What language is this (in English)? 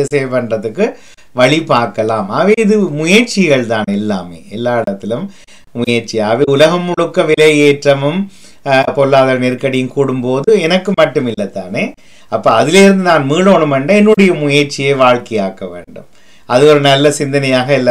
Tamil